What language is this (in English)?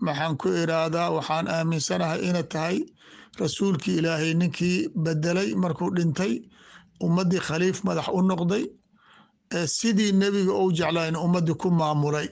Somali